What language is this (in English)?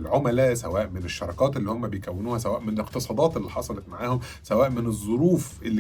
Egyptian Arabic